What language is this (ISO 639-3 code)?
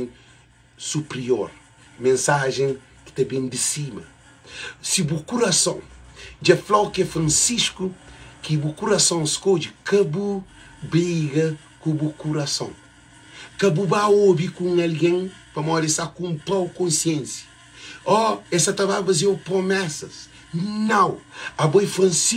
kea